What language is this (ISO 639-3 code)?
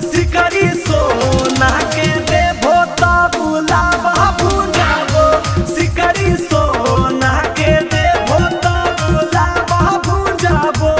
mag